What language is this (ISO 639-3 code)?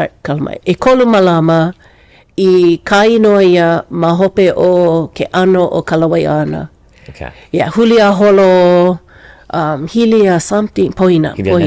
haw